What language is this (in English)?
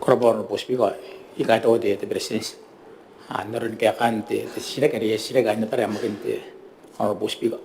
Gilbertese